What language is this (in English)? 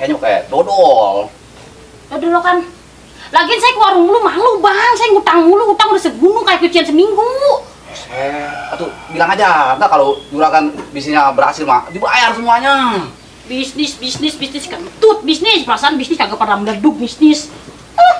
Betawi